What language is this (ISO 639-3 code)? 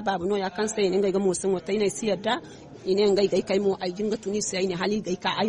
dje